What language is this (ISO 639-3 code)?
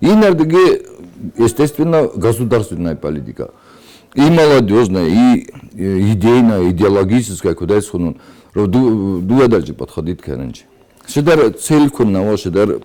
oss